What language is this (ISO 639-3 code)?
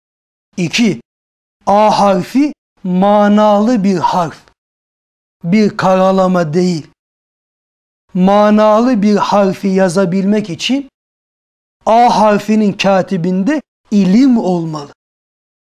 tur